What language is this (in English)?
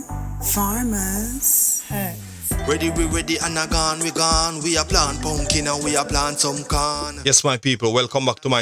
Jamaican Creole English